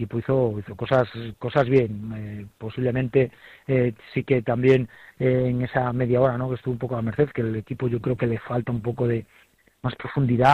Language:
Spanish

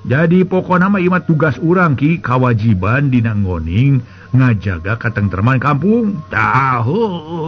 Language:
Sundanese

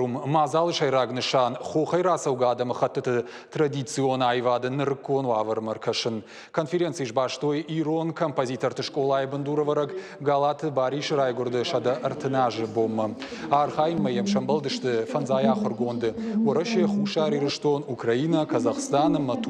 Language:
Ossetic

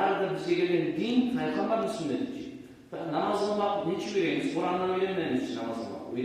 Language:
Kumyk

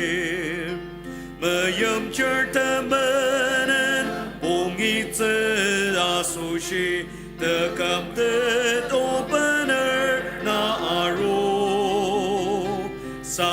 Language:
Ao Naga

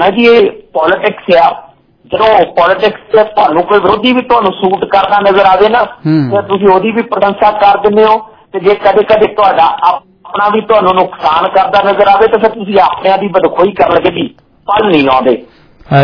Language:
Punjabi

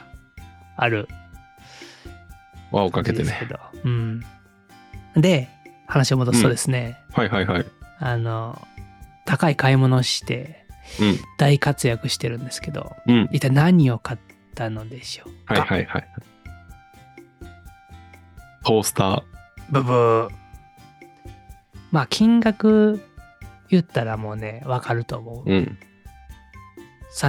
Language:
Japanese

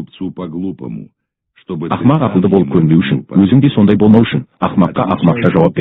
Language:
Kazakh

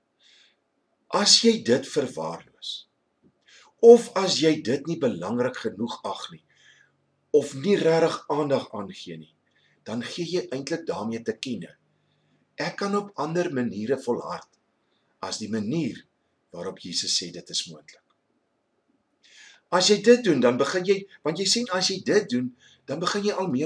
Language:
Afrikaans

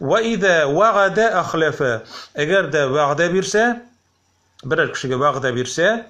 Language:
Tatar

